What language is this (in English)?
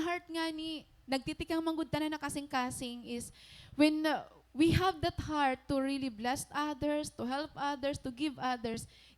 Waray